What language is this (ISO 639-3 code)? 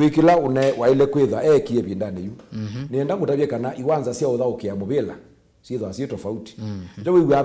kam